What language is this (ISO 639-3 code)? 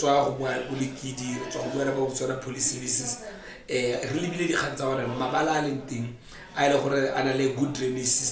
tsn